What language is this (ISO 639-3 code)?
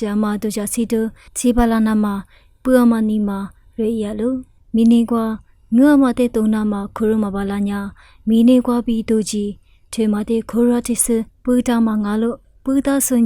lis